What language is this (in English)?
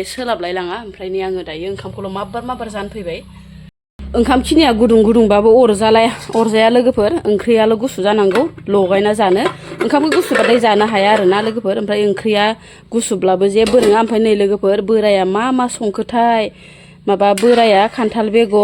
Bodo